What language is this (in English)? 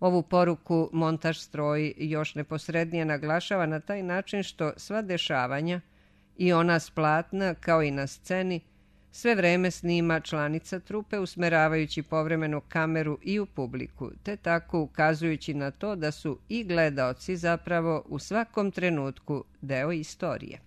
Serbian